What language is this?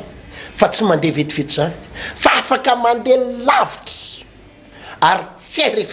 Malagasy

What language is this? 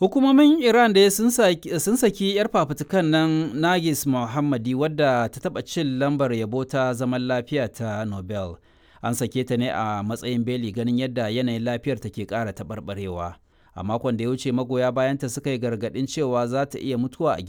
Hausa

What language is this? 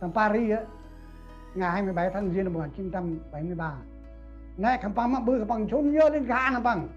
Central Mnong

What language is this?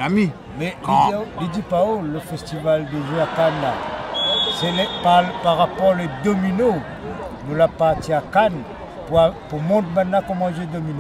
Réunion Creole French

